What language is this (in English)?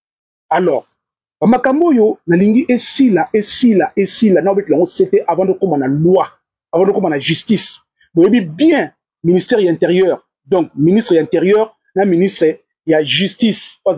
Lingala